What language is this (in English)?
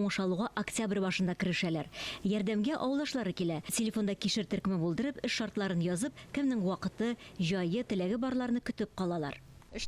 Tatar